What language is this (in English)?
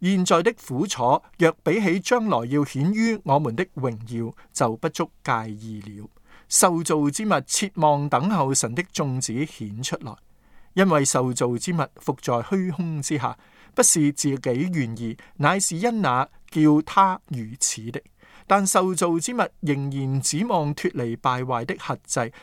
Cantonese